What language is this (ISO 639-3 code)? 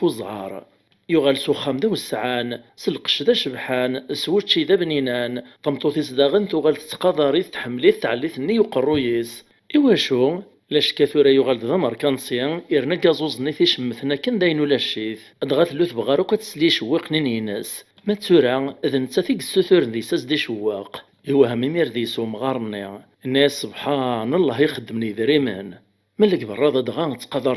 kab